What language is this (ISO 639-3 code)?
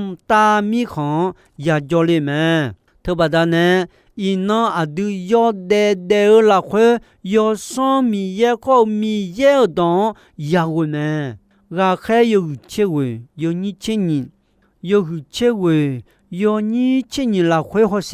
ahk